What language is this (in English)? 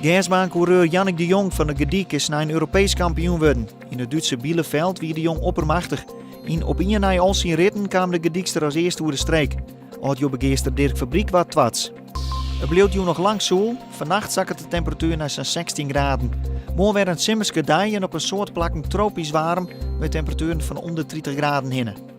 Western Frisian